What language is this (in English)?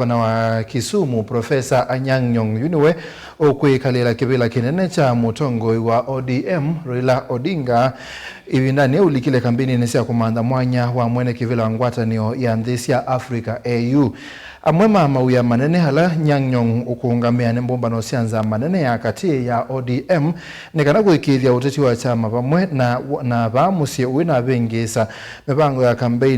Kamba